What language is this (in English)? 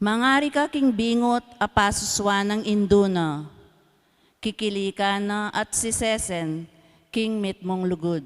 Pampanga